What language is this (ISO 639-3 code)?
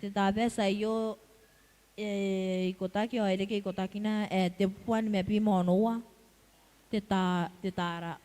gil